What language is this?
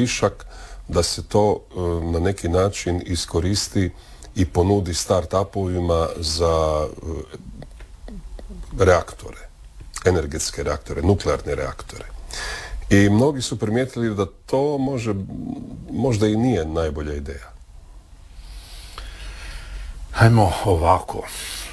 Croatian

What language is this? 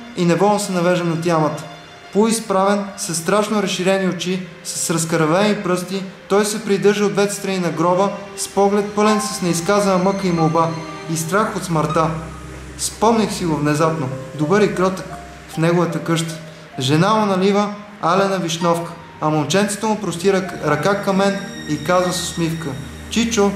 Bulgarian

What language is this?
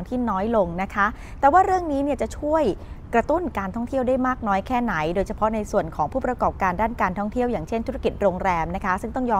Thai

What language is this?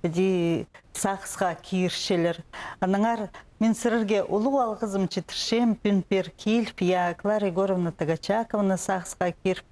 Khakas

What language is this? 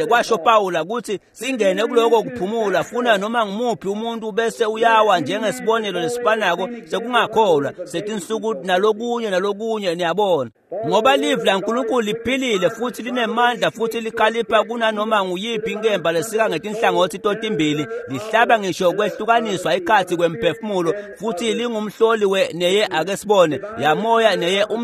Swati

